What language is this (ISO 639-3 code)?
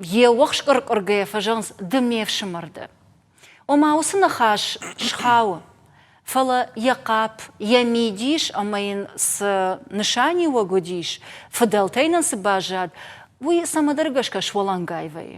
oss